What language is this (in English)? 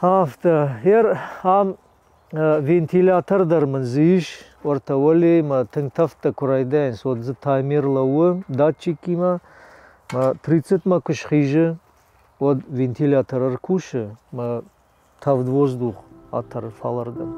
Ossetic